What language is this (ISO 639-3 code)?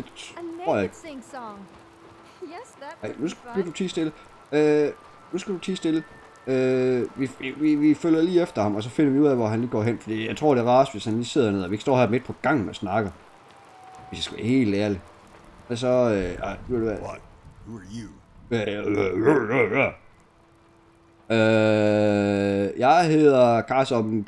dan